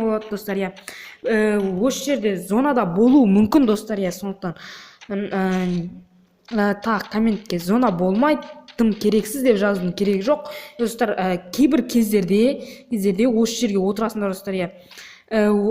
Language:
Kazakh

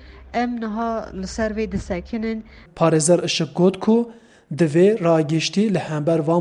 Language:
Kurdish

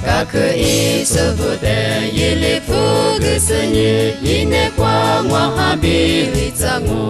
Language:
Lisu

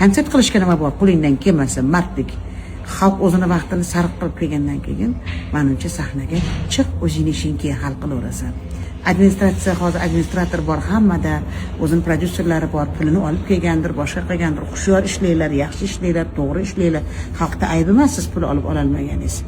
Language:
Uzbek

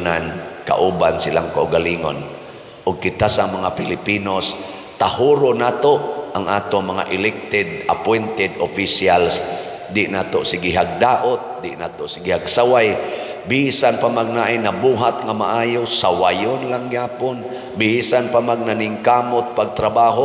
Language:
Cebuano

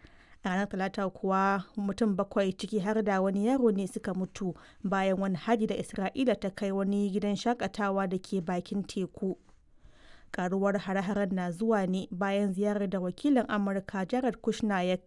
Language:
Hausa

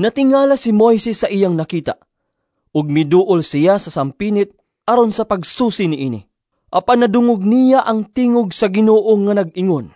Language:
Cebuano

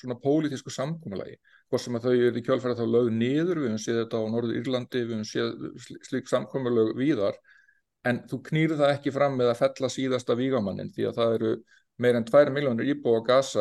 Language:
Icelandic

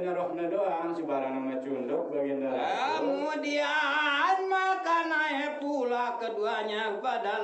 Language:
Sasak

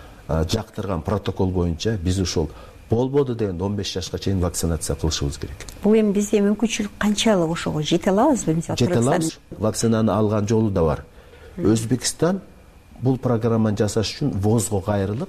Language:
Kyrgyz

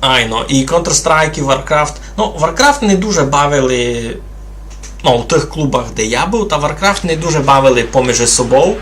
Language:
Rusyn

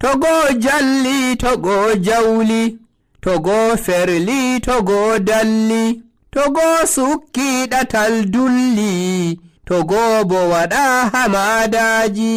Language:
Nigerian Fulfulde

